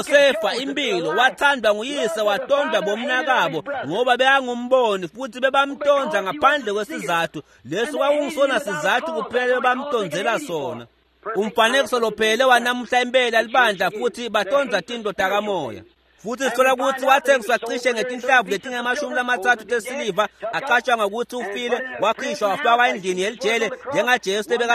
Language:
Swati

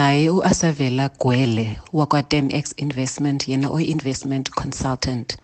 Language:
Xhosa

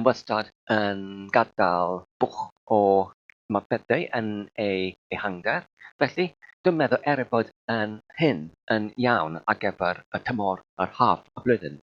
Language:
Welsh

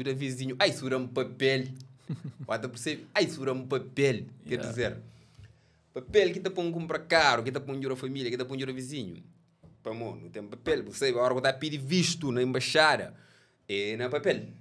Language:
Kabuverdianu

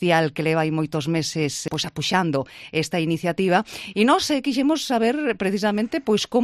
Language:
Galician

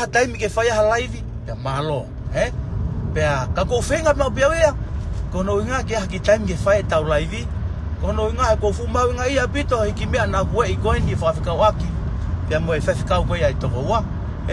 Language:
Tongan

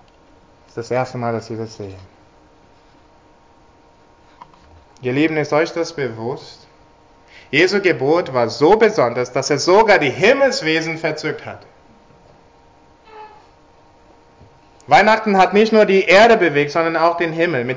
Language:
German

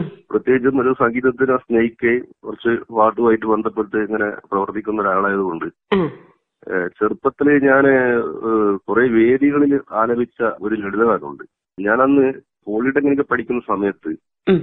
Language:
Malayalam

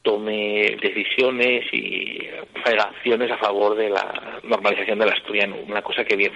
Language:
Asturian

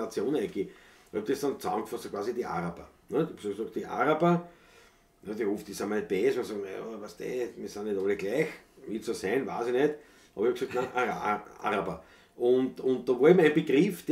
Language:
Bavarian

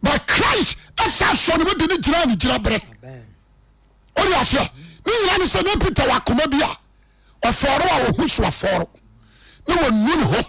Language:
Akan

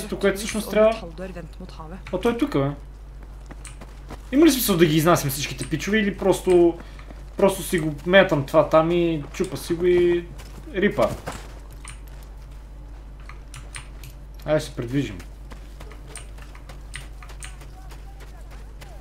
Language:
Bulgarian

